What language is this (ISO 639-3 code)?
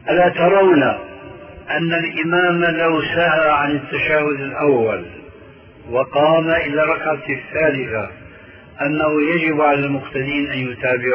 ara